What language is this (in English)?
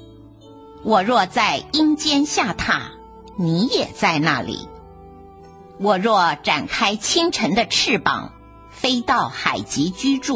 Chinese